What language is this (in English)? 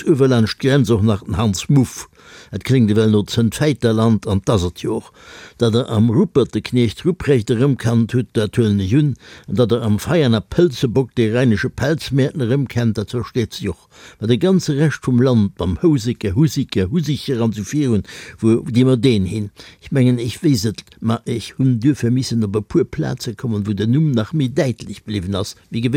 Luxembourgish